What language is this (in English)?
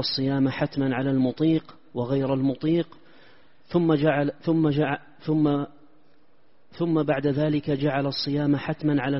Arabic